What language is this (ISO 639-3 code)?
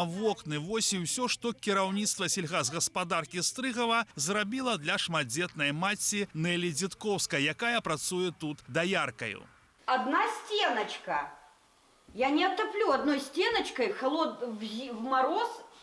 bel